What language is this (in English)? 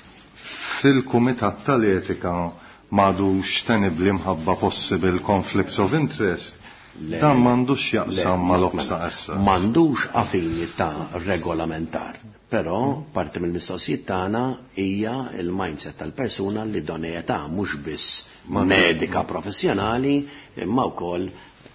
Maltese